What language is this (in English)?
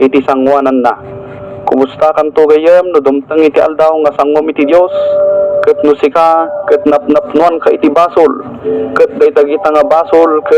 Iloko